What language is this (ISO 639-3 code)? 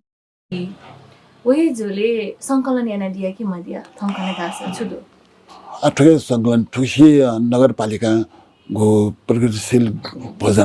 new